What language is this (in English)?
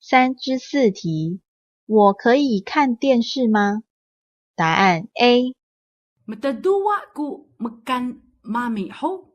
Taroko